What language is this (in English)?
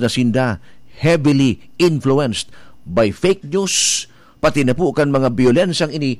Bikol